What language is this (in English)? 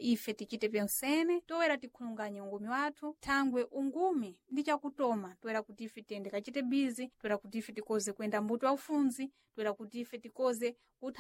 Sena